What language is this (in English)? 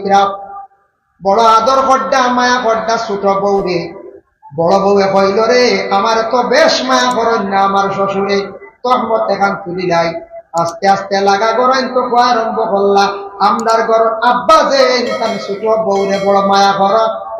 Sylheti